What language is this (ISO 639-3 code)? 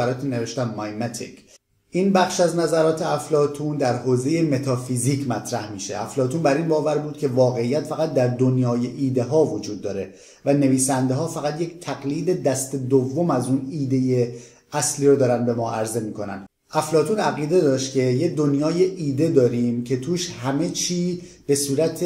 fas